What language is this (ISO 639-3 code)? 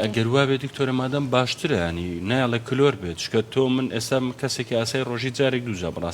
ckb